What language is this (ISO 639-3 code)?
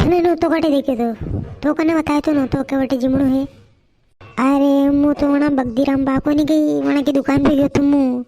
raj